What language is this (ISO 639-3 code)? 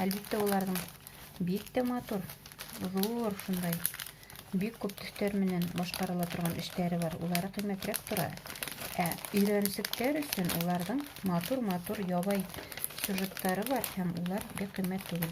bak